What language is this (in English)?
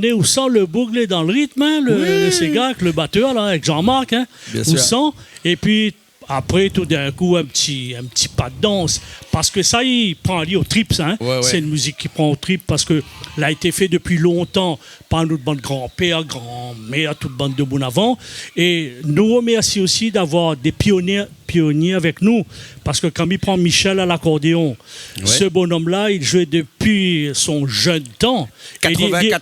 Réunion Creole French